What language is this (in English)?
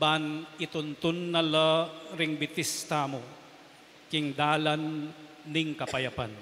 Pampanga